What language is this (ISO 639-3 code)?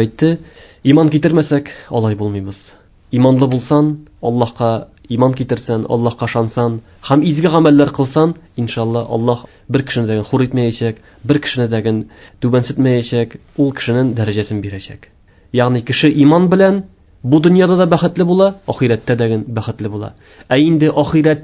tat